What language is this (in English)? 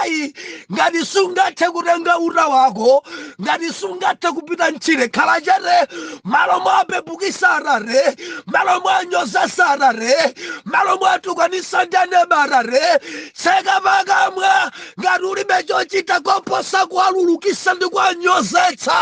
Nyanja